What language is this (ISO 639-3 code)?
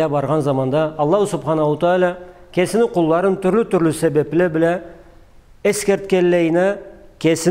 krc